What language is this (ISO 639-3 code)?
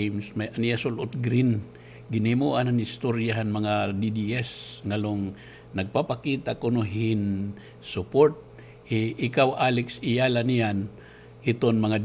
war